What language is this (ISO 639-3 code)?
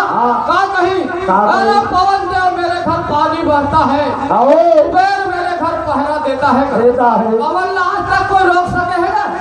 hne